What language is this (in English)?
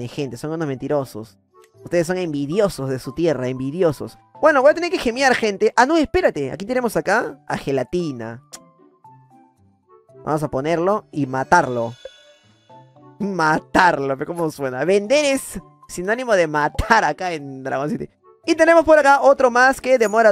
Spanish